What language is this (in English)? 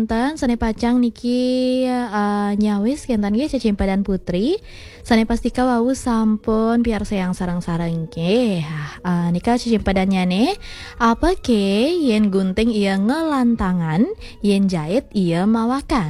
Balinese